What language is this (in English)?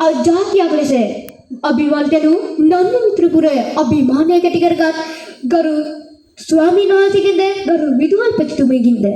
Sinhala